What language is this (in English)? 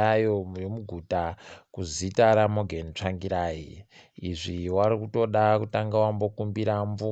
Ndau